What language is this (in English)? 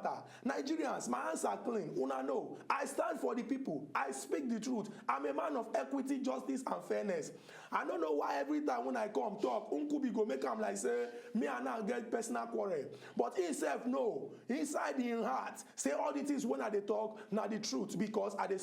Nigerian Pidgin